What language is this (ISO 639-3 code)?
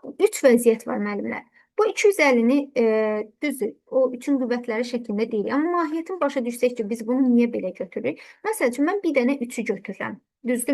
aze